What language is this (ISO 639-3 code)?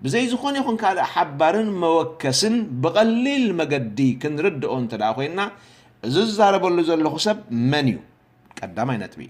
tir